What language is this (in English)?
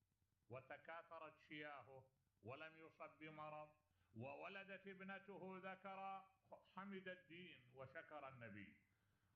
Mesopotamian Arabic